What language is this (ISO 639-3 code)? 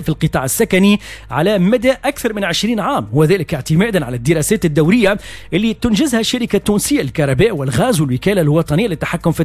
aeb